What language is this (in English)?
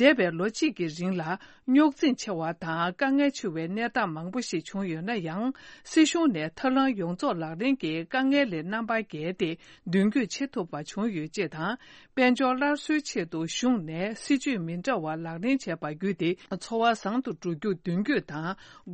Tibetan